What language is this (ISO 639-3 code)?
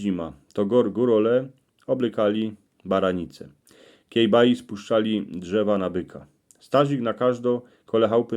szl